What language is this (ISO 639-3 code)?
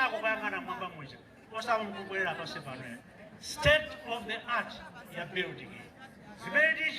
nya